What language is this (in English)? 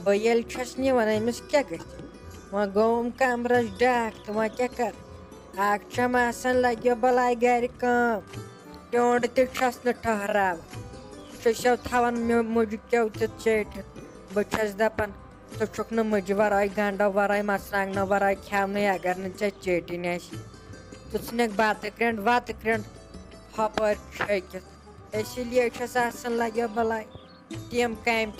Kashmiri